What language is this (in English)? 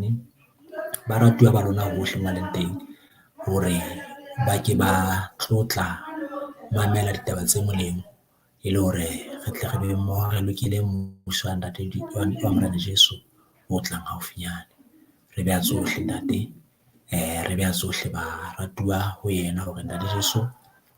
Southern Sotho